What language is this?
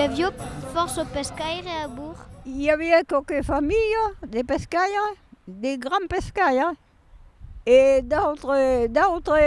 Occitan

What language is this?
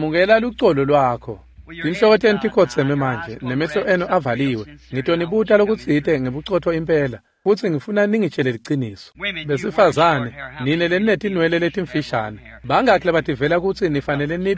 Swati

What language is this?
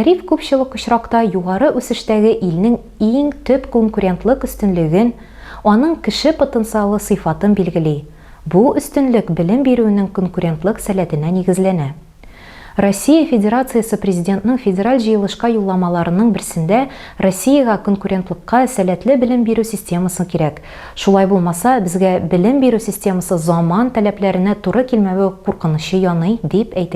Tatar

